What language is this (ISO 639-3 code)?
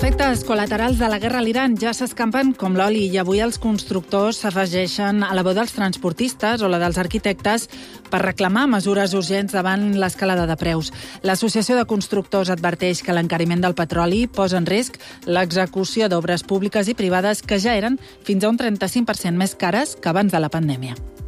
cat